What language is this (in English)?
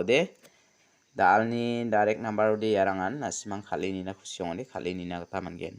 Garo